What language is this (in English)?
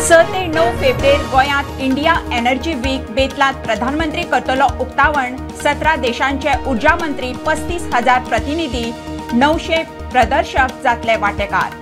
Konkani